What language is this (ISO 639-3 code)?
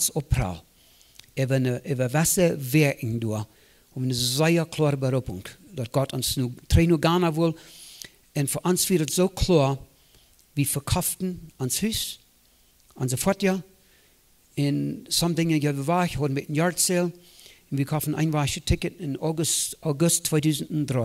pdt